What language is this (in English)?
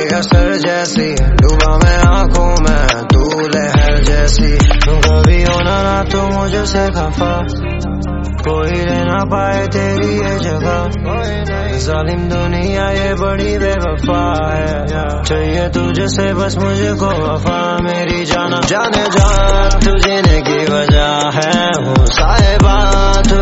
Hindi